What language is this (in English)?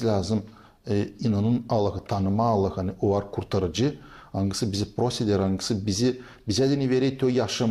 Gagauz